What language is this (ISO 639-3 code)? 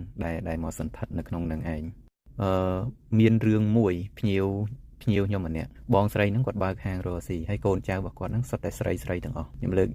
khm